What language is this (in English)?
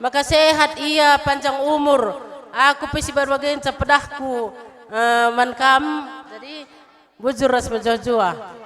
Batak Karo